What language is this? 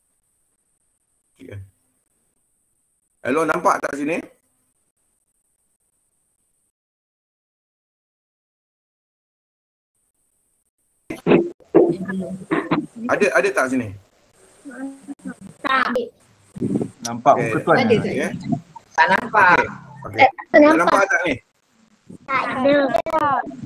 Malay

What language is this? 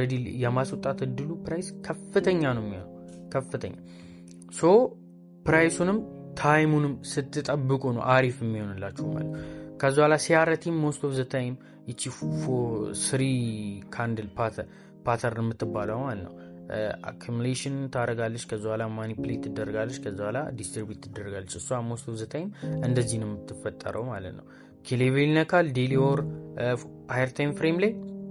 Amharic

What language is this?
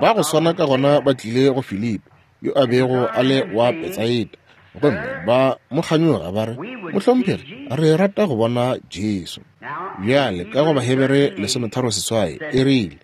Northern Sotho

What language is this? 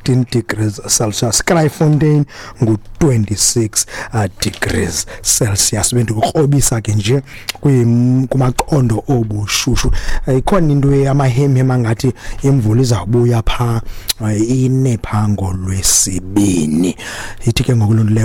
Xhosa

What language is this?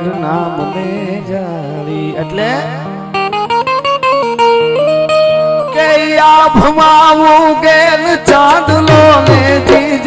Gujarati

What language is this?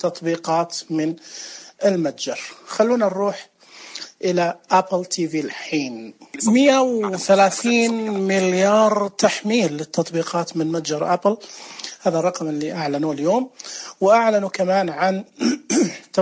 Najdi Arabic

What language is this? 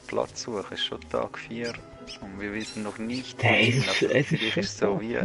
Swiss German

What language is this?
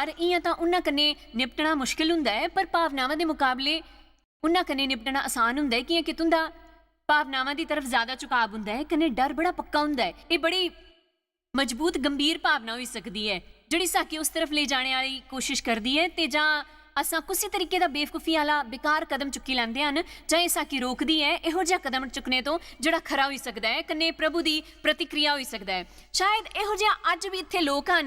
Dogri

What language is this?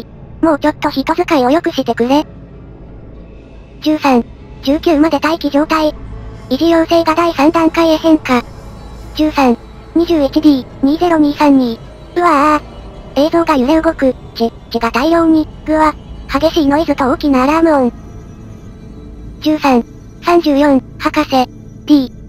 Japanese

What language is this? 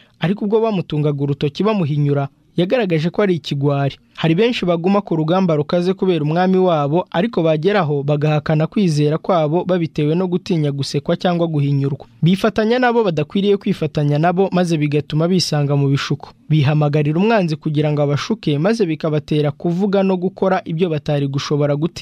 Kinyarwanda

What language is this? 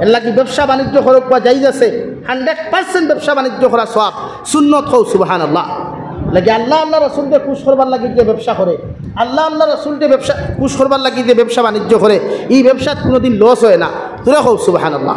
Sylheti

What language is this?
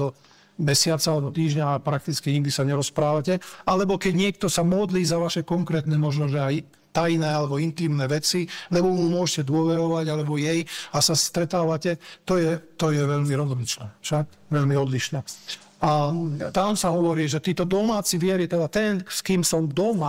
Slovak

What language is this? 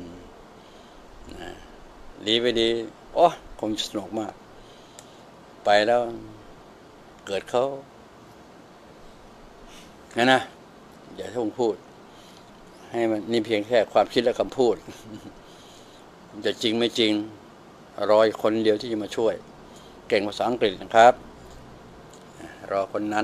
Thai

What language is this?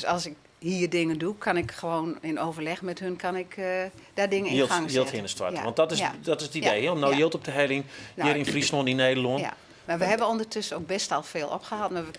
Western Frisian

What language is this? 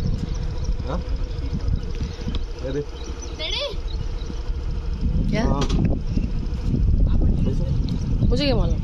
Kannada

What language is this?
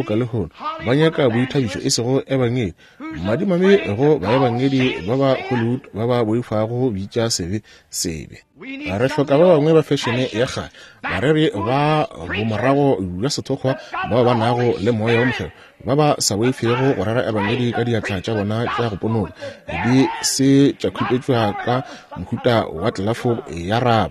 Northern Sotho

